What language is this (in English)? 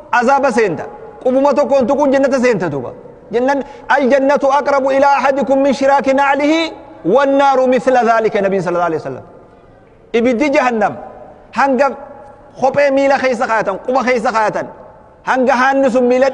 Oromo